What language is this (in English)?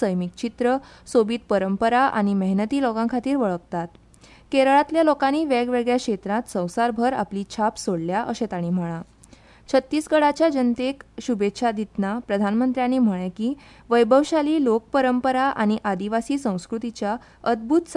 Konkani